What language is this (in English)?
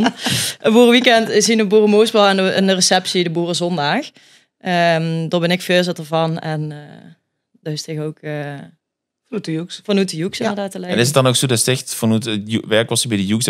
Limburgish